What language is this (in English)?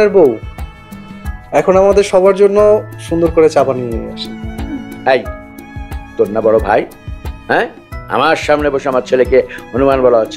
Bangla